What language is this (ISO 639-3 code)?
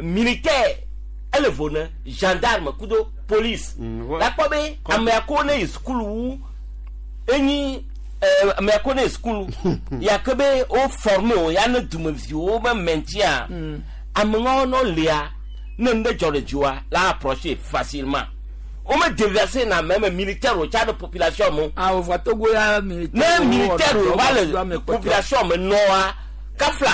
gej